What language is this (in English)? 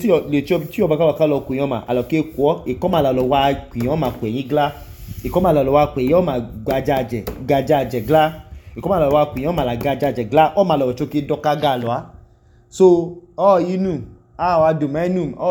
Idoma